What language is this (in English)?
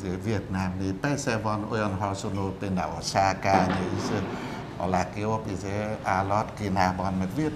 Hungarian